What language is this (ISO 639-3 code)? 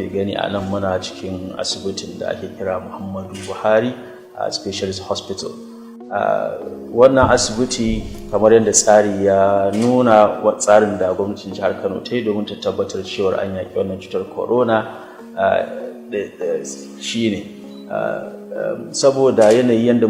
hau